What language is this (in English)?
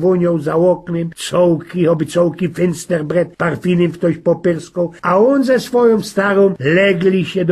Silesian